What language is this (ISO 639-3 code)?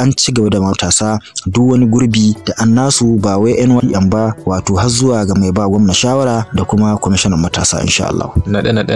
hau